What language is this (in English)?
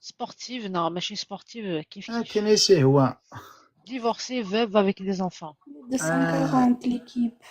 Kabyle